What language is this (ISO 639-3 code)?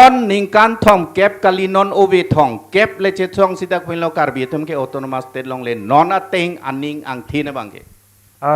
mjw